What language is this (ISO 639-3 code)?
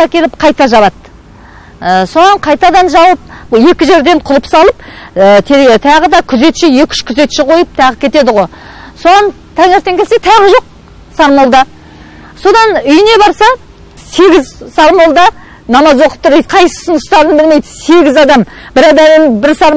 kaz